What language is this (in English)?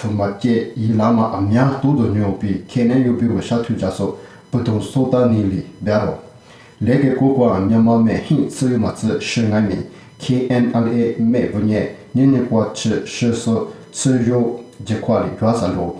Lisu